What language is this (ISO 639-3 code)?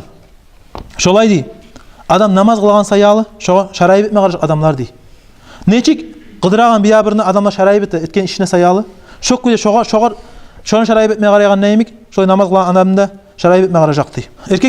kum